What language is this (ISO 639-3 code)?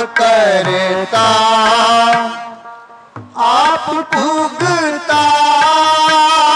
hin